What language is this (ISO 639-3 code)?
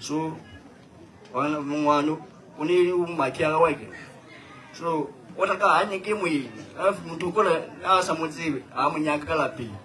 nso